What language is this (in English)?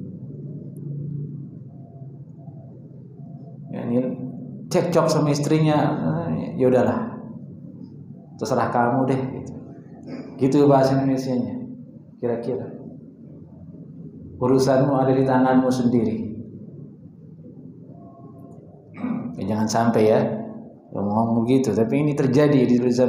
Indonesian